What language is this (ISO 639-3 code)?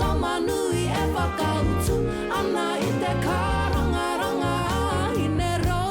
mri